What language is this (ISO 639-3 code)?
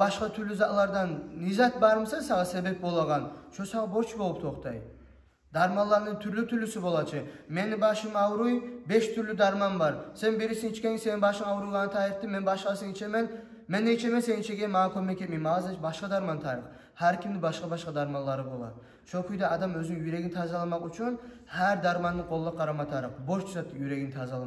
kum